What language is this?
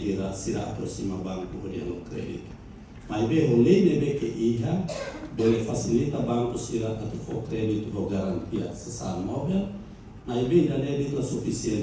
Tetum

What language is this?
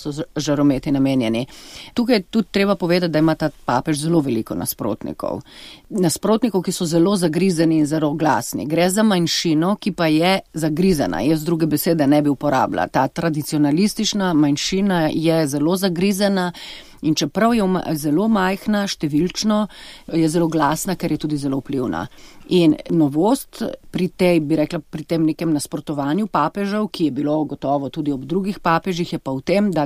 Slovenian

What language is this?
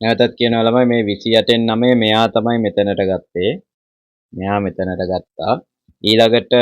Sinhala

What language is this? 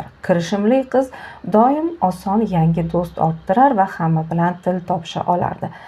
Uzbek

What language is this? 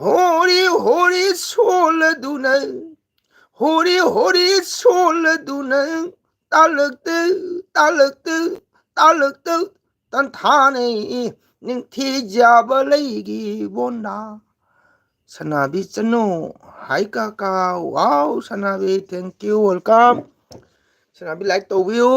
Manipuri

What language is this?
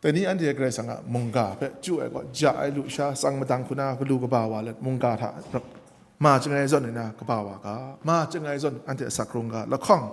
Kachin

